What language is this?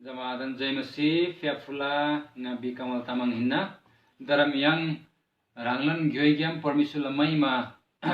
Eastern Tamang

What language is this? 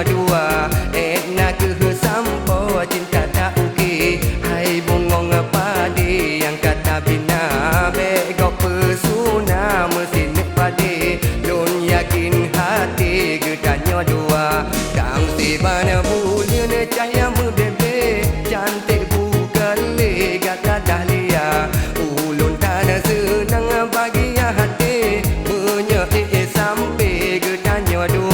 Achinese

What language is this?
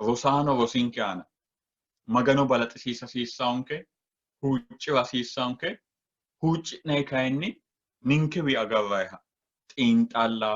Sidamo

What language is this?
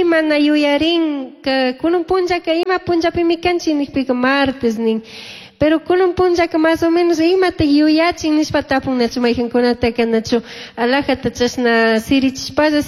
Chimborazo Highland Quichua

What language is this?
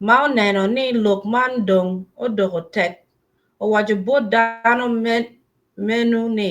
Acoli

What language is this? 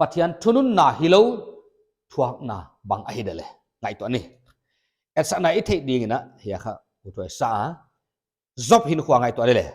Paite Chin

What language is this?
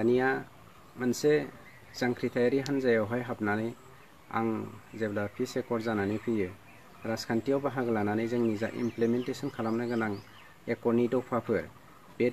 Bodo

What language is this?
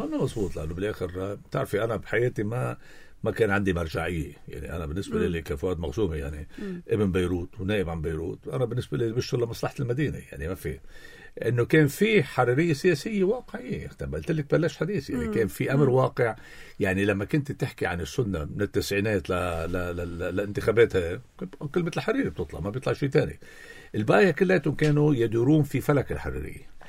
North Levantine Arabic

